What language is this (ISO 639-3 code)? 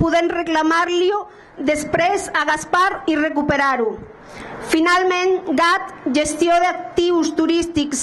cat